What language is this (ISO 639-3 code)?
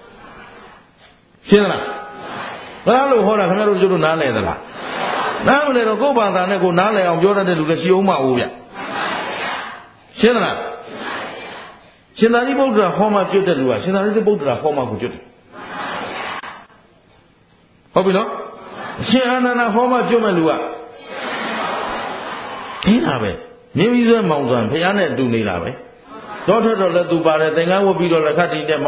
mya